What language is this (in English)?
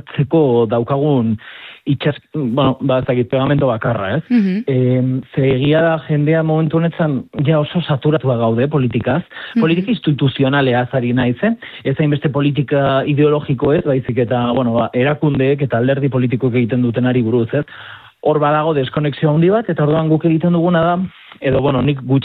Basque